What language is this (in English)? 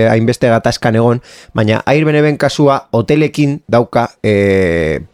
Basque